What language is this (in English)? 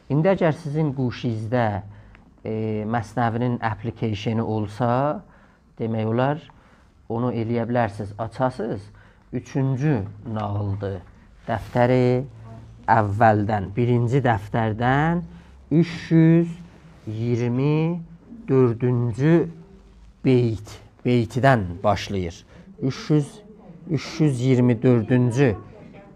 South Azerbaijani